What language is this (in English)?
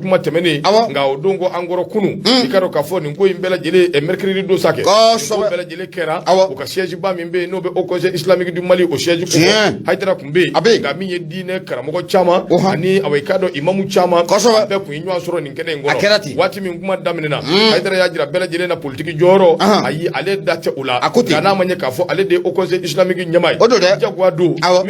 Bambara